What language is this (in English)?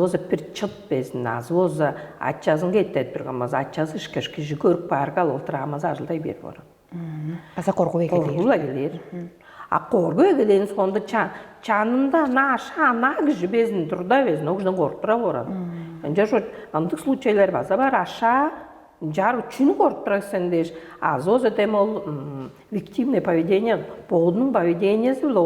Tuvinian